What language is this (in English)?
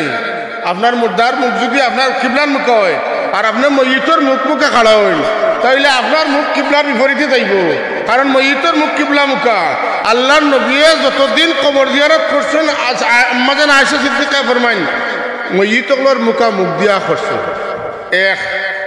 Sylheti